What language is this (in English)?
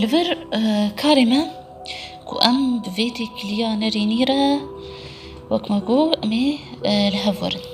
Kurdish